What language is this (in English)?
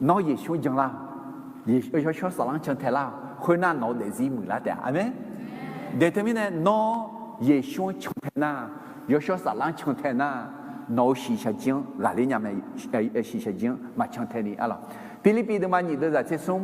Akha